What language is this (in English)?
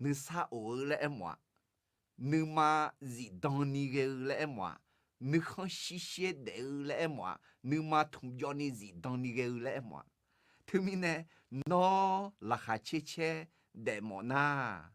Akha